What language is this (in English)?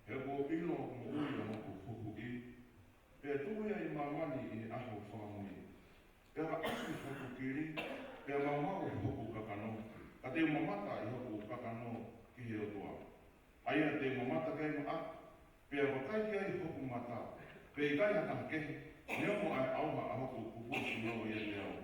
Tongan